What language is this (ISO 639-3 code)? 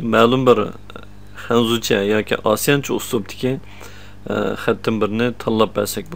uig